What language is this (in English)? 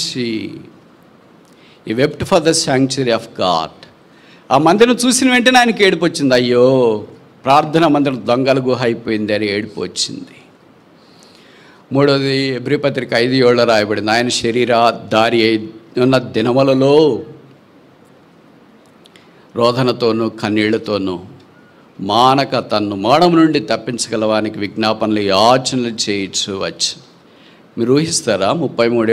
Telugu